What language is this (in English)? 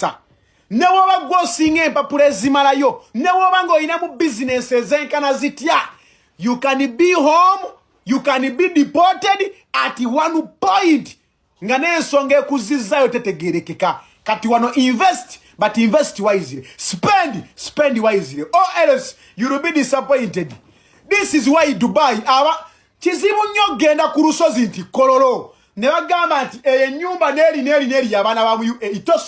Ganda